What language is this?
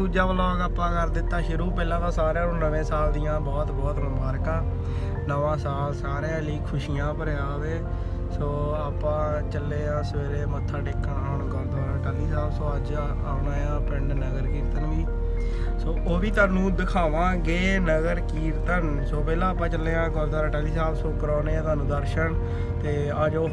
Punjabi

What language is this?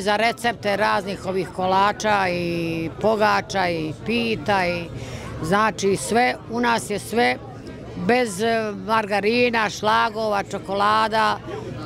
Bosnian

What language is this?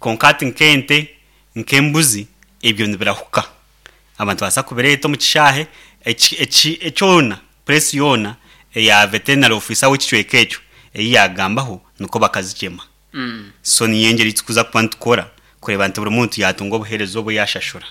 Nyankole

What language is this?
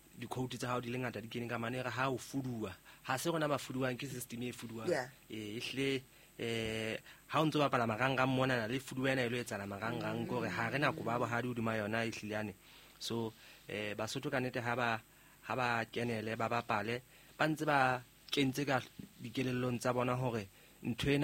Southern Sotho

